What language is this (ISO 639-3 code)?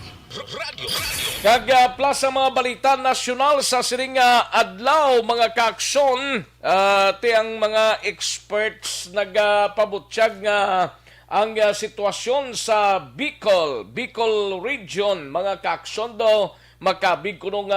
hil